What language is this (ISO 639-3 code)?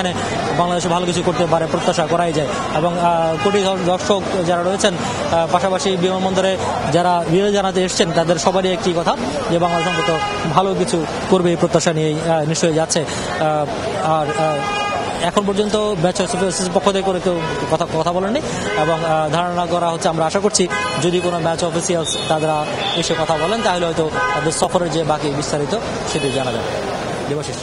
ben